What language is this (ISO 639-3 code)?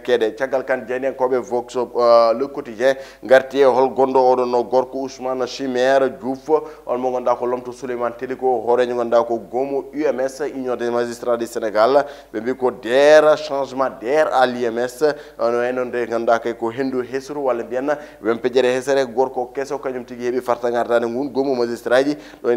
ful